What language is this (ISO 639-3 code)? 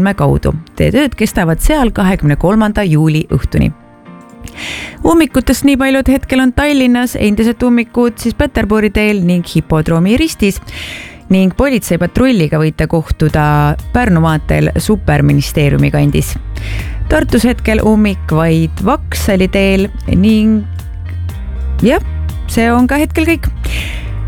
est